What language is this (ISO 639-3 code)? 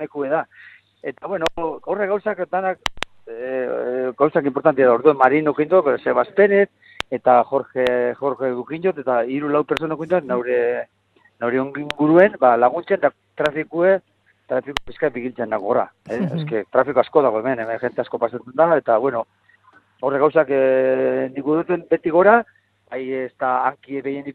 eus